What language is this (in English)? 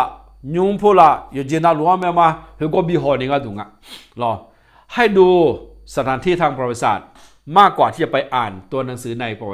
Akha